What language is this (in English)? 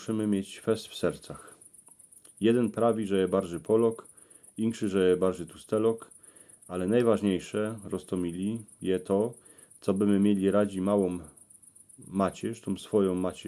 Silesian